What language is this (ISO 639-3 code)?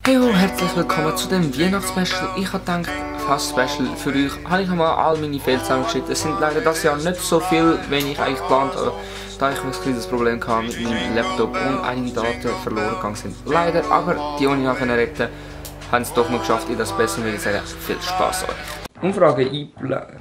gsw